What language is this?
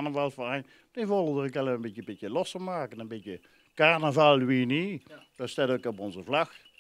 Limburgish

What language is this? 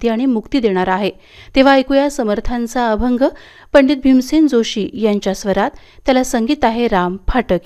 Marathi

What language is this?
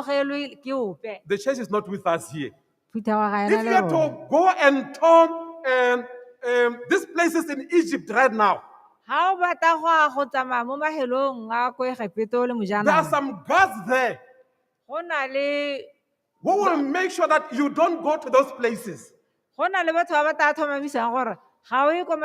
Tswana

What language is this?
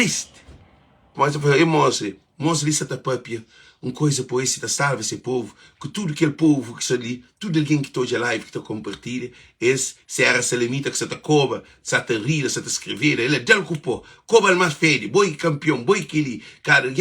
Kabuverdianu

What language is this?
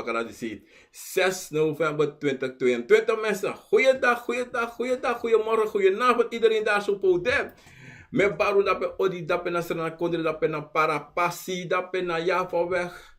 Sranan Tongo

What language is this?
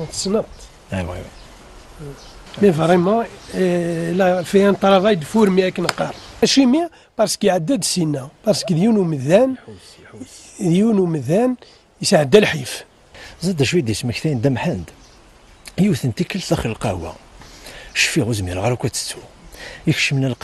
Kabyle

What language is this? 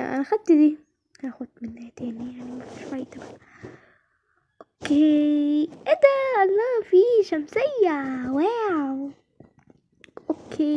Egyptian Arabic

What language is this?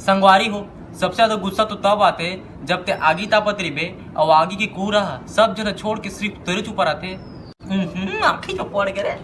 Chhattisgarhi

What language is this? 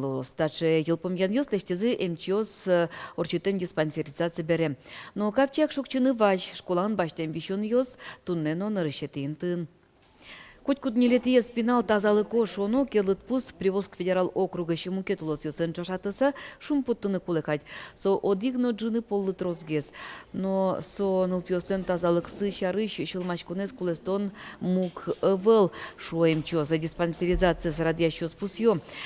Udmurt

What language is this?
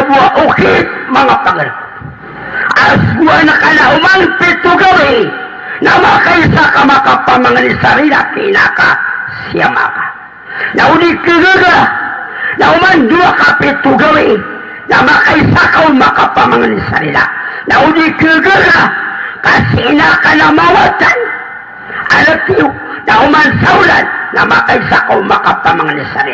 Maranao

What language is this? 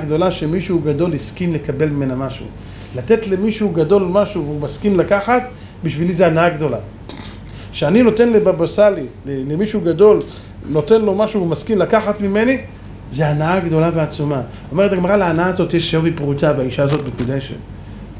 Hebrew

